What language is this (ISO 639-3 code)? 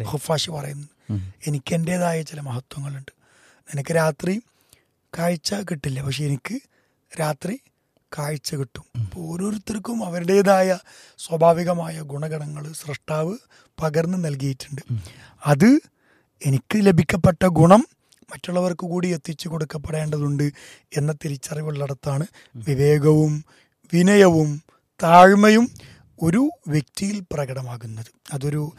mal